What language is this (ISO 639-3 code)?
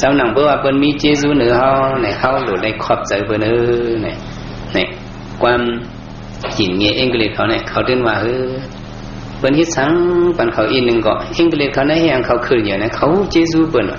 shn